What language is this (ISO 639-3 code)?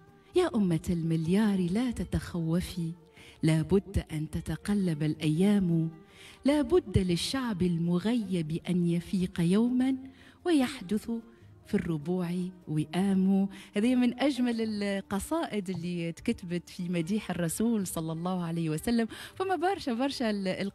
aeb